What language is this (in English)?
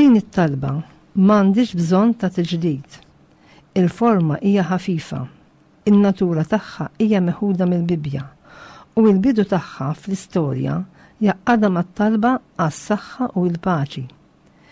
Maltese